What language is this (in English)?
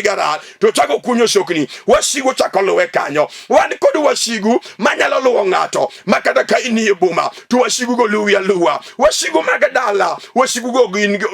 Luo (Kenya and Tanzania)